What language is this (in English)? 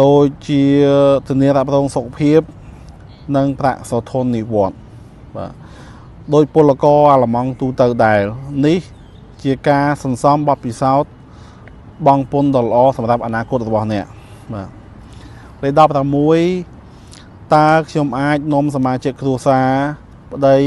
Khmer